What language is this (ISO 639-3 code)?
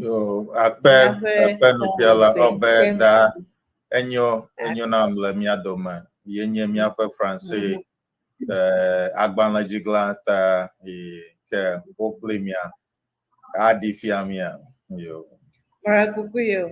ewe